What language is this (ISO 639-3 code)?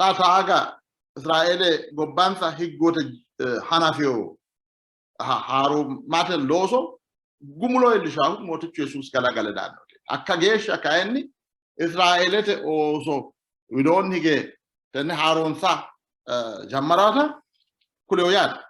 sid